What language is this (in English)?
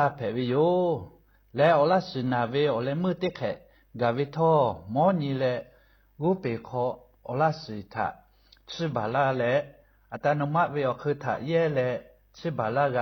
Lahu